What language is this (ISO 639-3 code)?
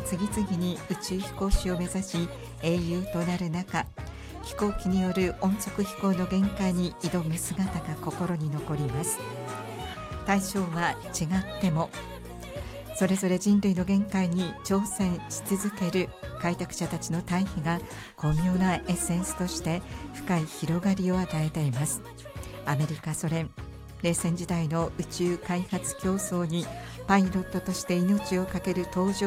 jpn